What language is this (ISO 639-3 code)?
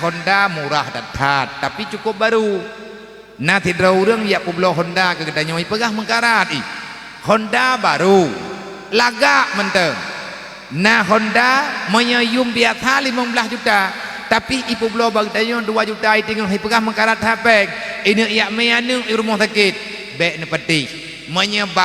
ace